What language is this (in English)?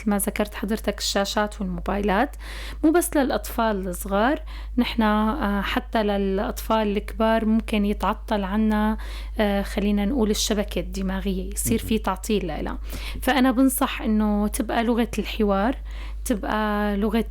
North Levantine Arabic